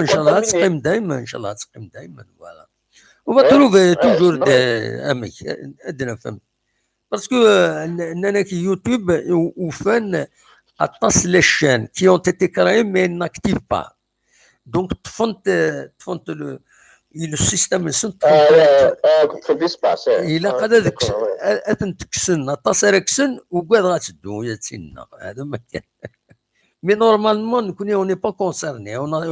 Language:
Kabyle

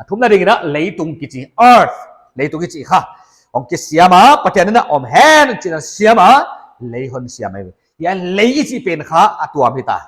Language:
Paite Chin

